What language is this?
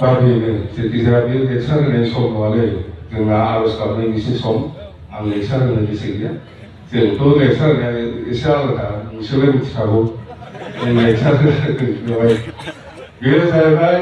Bodo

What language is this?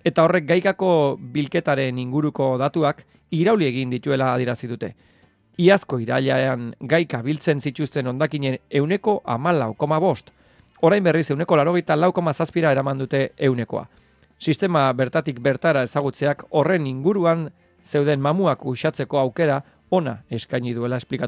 Basque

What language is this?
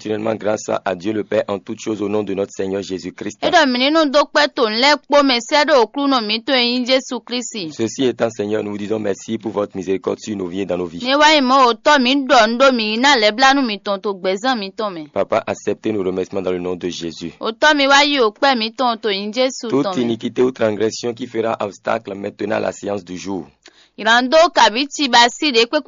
Fon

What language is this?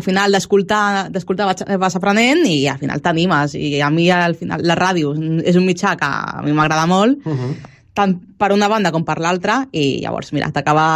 Catalan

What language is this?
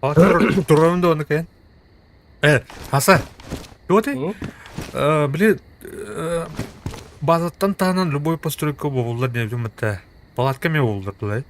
Yakut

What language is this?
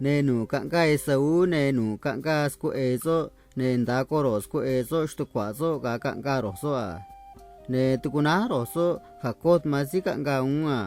Copala Triqui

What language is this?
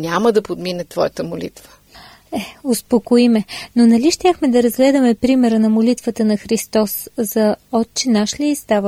Bulgarian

